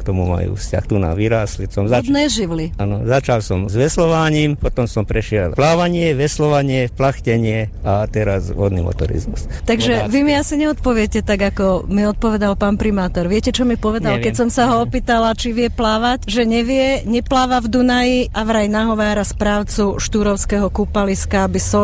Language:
Slovak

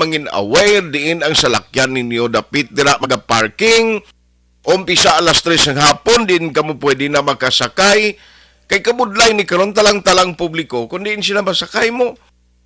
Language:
Hiligaynon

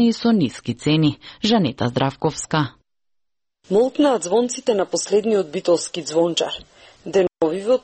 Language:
Macedonian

